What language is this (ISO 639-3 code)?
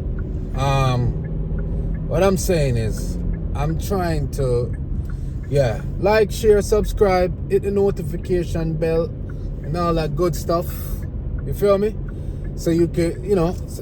jam